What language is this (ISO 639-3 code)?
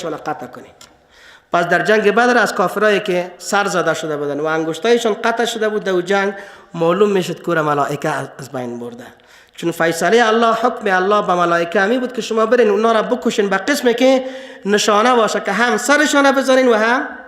fas